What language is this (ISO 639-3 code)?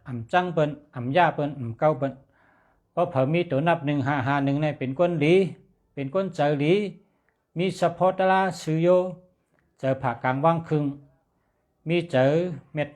shn